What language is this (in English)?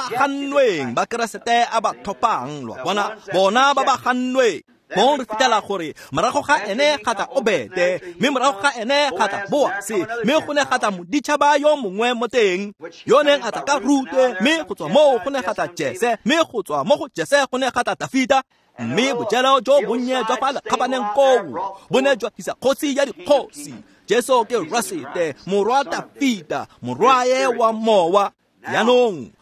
Tswana